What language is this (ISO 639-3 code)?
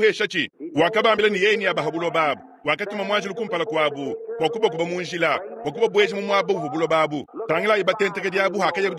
lua